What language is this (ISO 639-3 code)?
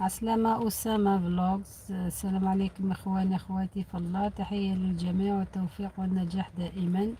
arq